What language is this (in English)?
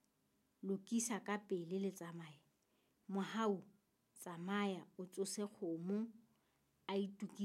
Southern Sotho